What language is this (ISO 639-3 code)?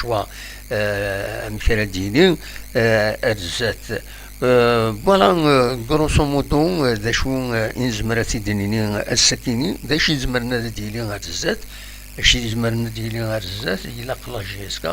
kab